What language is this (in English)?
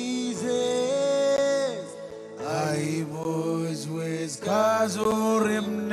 Marshallese